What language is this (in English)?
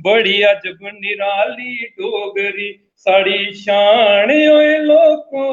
Dogri